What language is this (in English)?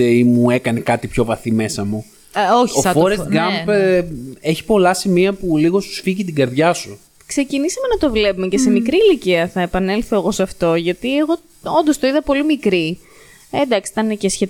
Greek